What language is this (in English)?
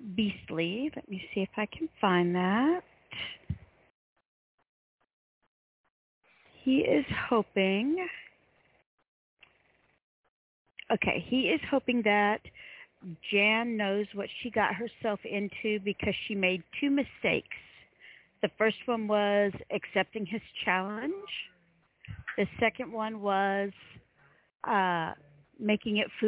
English